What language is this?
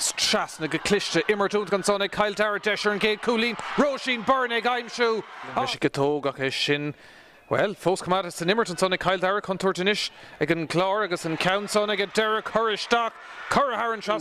Irish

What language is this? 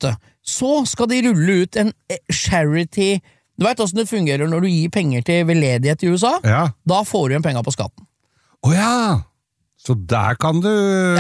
Norwegian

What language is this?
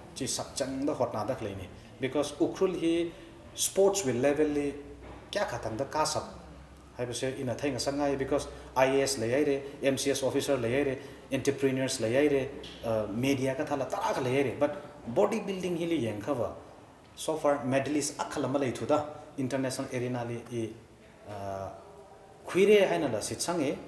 Tangkhul Naga (India)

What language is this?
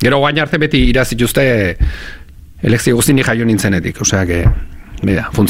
Basque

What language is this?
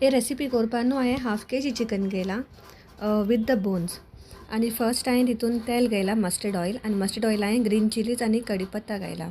Konkani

